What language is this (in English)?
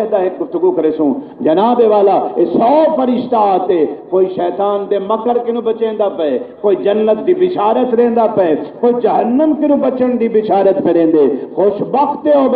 Saraiki